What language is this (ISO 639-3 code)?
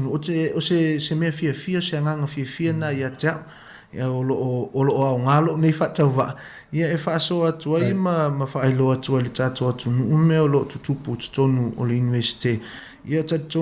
smo